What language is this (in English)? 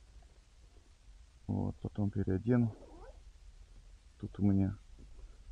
Russian